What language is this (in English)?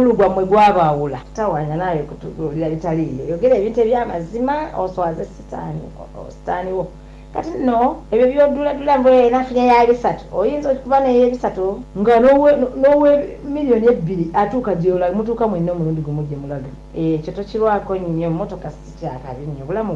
Ganda